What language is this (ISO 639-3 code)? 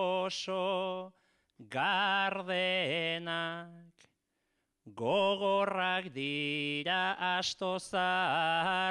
eus